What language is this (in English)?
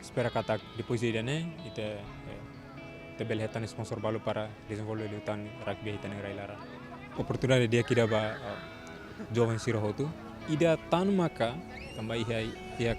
Tetum